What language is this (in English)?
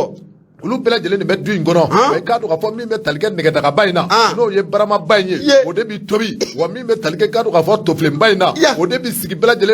Bambara